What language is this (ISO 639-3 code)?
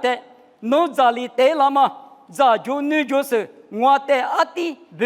lis